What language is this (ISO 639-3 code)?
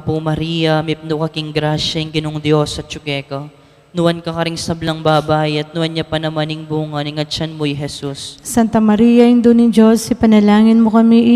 pam